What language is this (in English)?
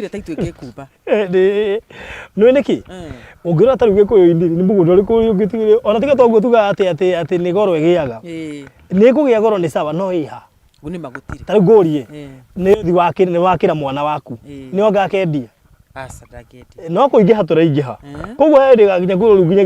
Kikuyu